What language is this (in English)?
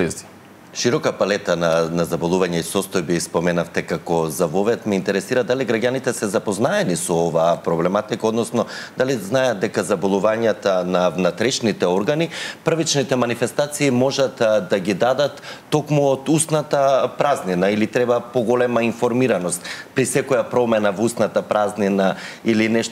Macedonian